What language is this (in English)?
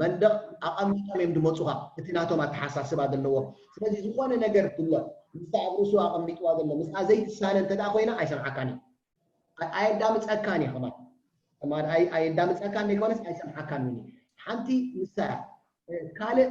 Tigrinya